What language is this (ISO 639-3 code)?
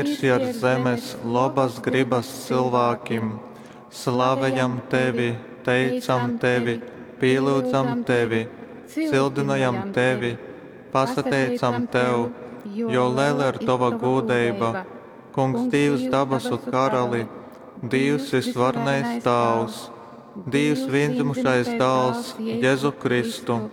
ltg